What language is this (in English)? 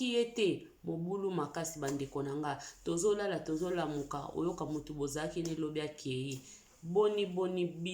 Lingala